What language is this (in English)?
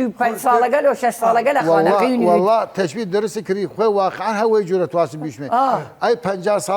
Southern Kurdish